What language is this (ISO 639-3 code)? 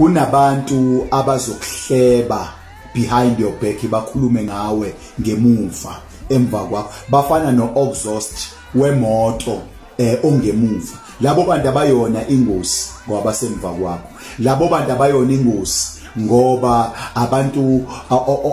zul